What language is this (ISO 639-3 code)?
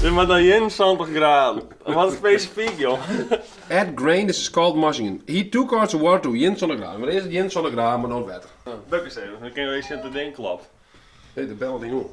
fry